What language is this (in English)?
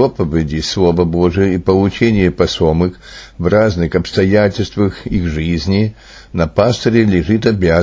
Russian